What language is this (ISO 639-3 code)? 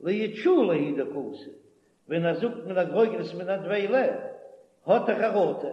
yid